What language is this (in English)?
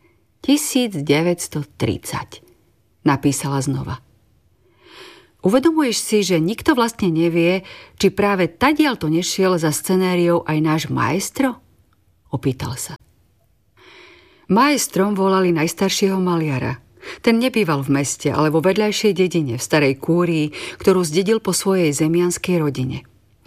Slovak